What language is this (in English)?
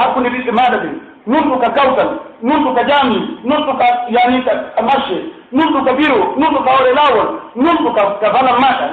Pular